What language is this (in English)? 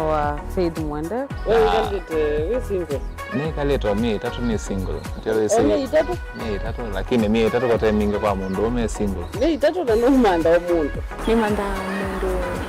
Kamba